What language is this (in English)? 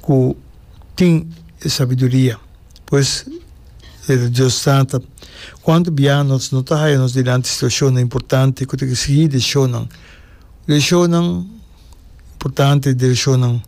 Papiamento